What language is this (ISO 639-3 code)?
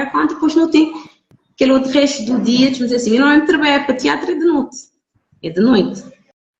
kea